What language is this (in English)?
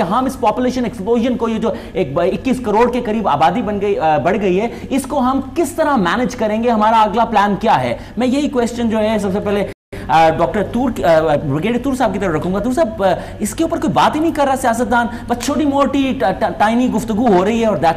Urdu